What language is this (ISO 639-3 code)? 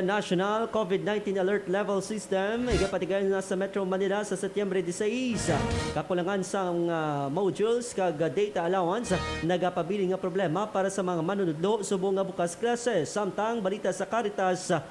hil